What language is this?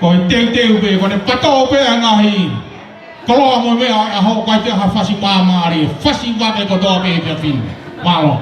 Tongan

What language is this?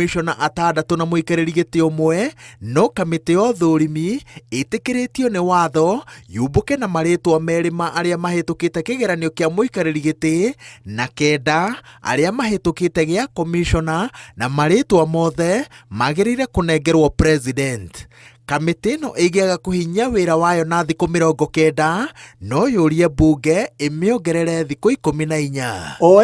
Kikuyu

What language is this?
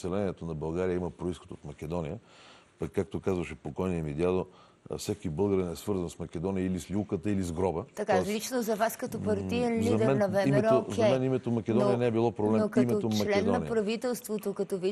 Bulgarian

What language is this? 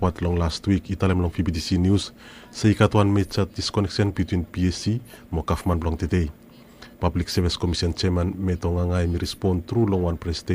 Bislama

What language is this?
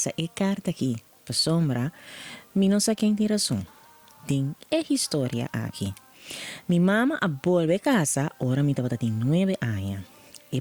Papiamento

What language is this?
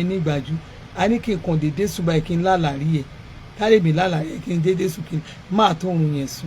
Yoruba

